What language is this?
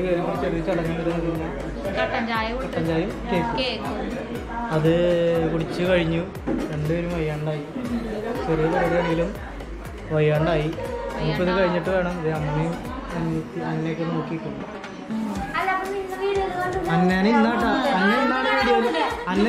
Malayalam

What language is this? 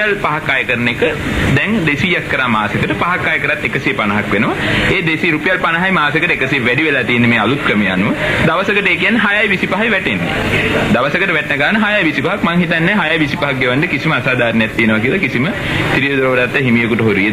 Sinhala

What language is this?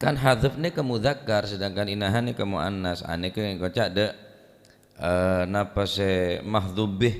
Madurese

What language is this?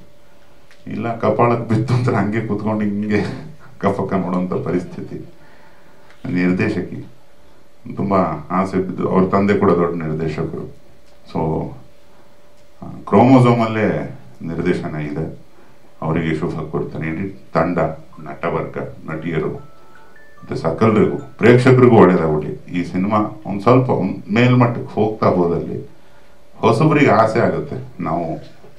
Kannada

